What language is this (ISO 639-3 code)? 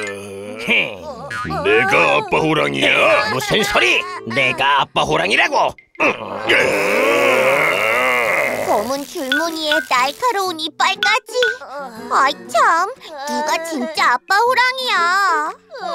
kor